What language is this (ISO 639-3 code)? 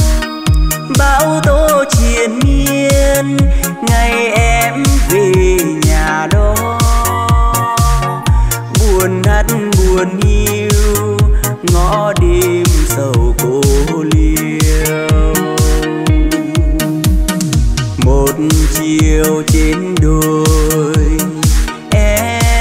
vie